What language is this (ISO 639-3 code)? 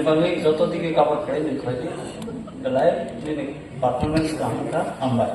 trp